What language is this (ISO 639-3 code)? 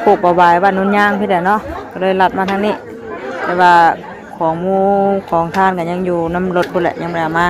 tts